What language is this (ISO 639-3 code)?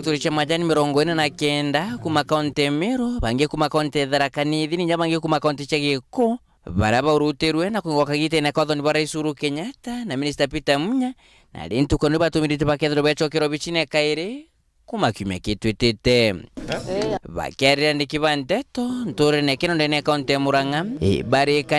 mer